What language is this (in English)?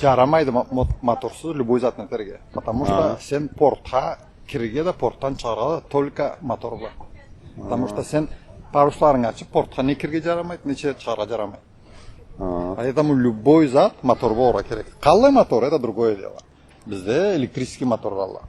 Karachay-Balkar